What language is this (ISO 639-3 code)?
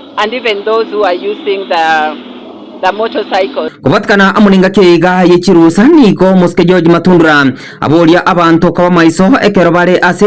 guz